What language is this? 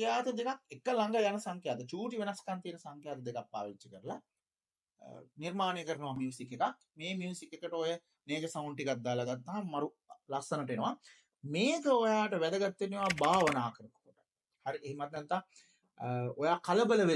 Sinhala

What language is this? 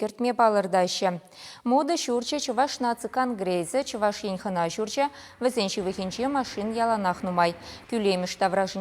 Chuvash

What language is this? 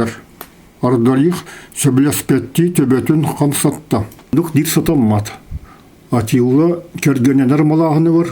Yakut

